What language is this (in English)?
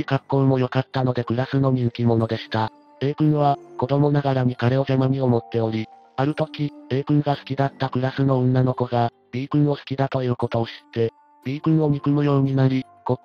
Japanese